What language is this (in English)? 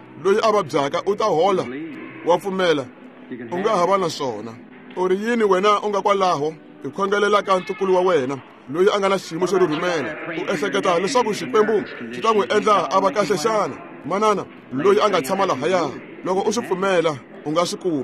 Tsonga